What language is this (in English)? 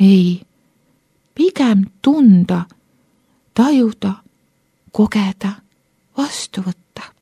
Estonian